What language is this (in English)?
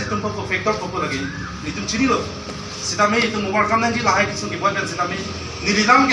Karbi